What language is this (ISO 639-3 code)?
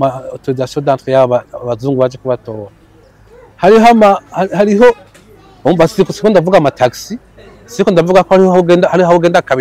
run